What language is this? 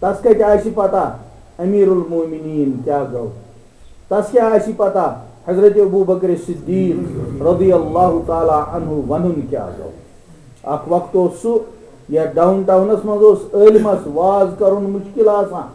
Kashmiri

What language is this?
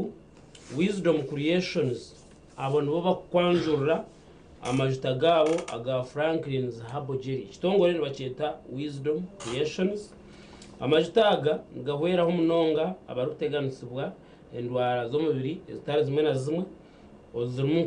Nyankole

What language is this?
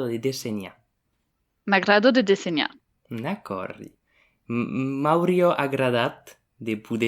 Occitan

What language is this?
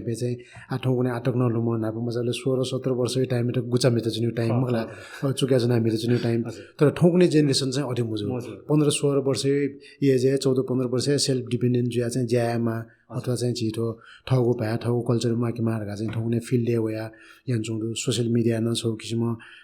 Newari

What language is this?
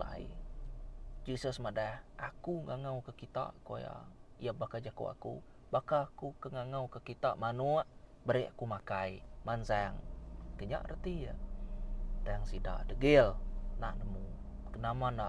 Iban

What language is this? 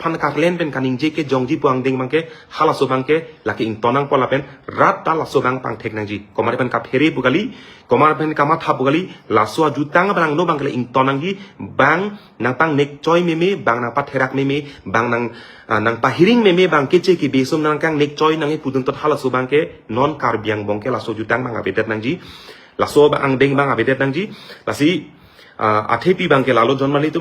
Karbi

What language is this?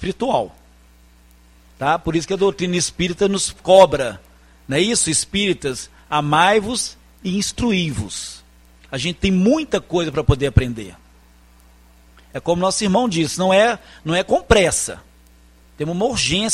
Portuguese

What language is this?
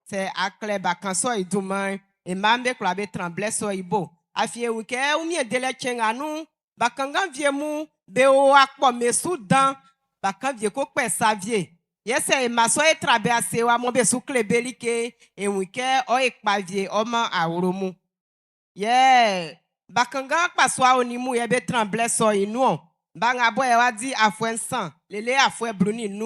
Baoulé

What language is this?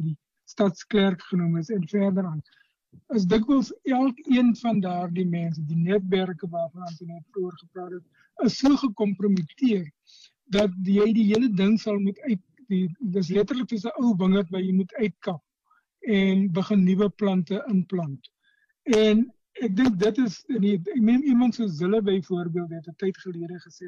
Afrikaans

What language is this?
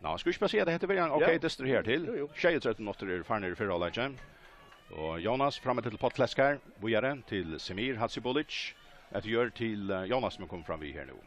Faroese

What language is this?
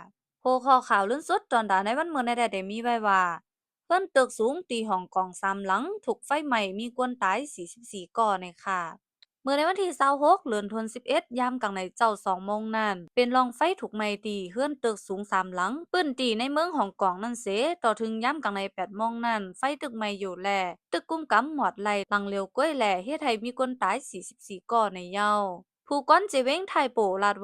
Shan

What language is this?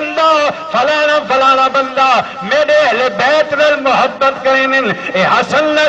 Saraiki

